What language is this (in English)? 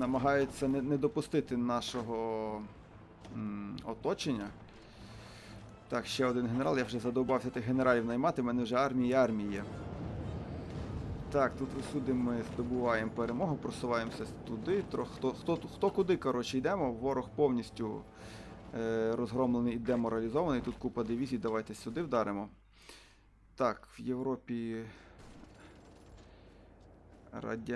Ukrainian